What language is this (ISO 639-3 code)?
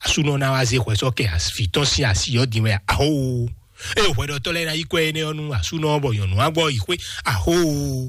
fon